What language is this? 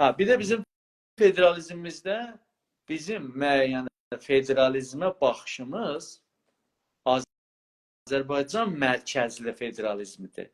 South Azerbaijani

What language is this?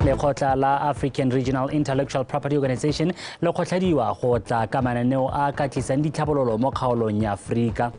Tswana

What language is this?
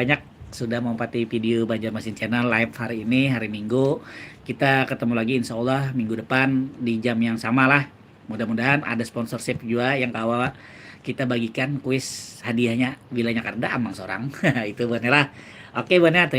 Banjar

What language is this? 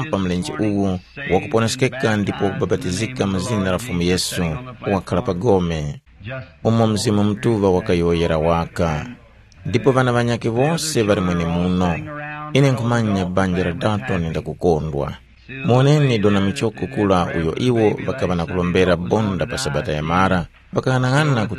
Tumbuka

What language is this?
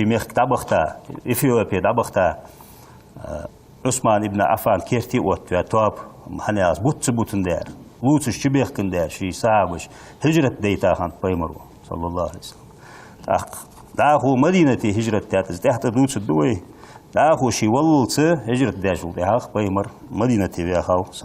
Ingush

